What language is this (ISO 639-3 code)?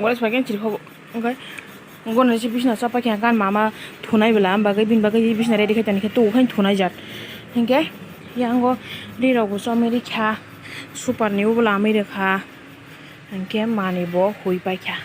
trp